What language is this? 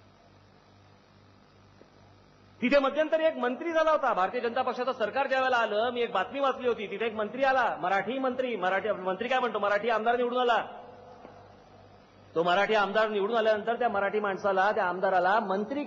Marathi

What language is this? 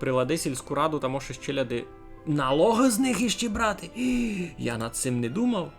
Rusyn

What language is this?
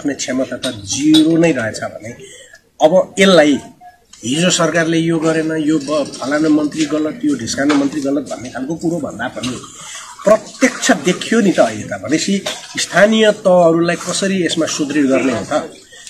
Nepali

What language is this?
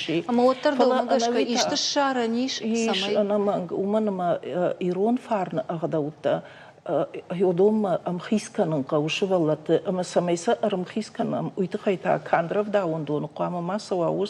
Ossetic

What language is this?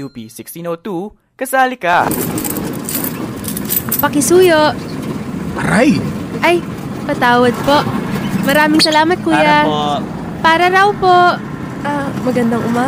Filipino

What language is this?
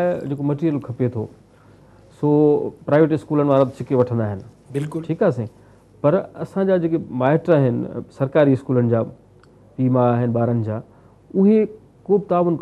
Sindhi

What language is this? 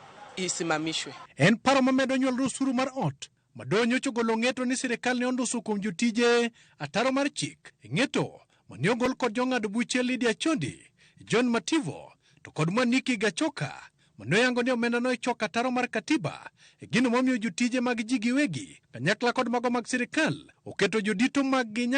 Luo (Kenya and Tanzania)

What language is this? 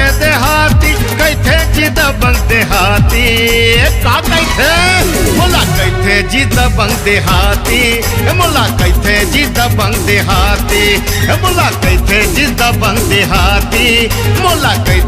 Chhattisgarhi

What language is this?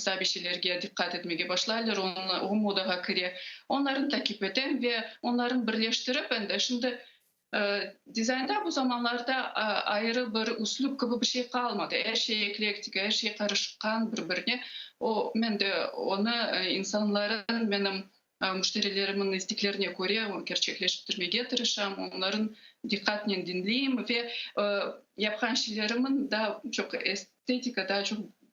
Crimean Tatar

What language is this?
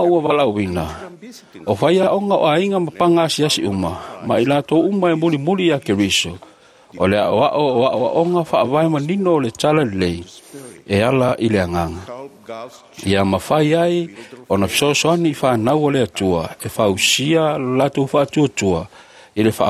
Samoan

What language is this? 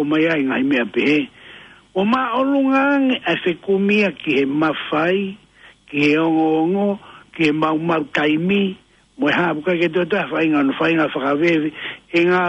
Tongan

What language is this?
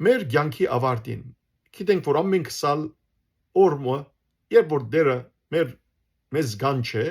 Western Armenian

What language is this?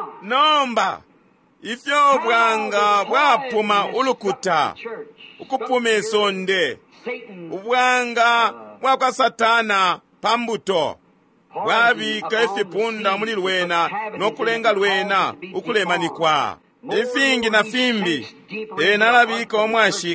Bemba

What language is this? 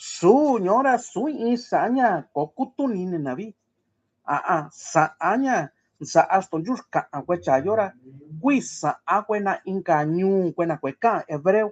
Mixtepec Mixtec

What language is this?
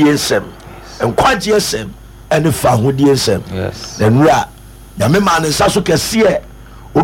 Akan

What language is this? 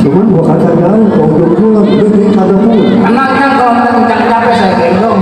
Betawi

